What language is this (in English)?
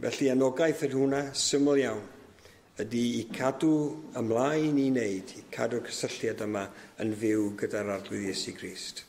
Welsh